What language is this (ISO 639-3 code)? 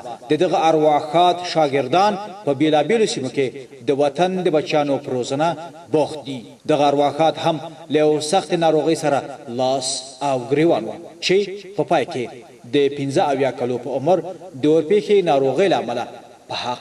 pus